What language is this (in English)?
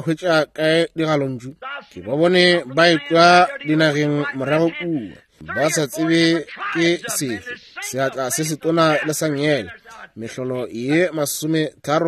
Northern Sotho